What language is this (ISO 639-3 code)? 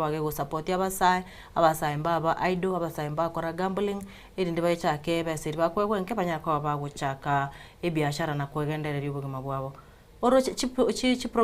guz